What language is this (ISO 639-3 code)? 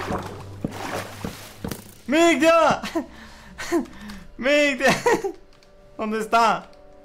spa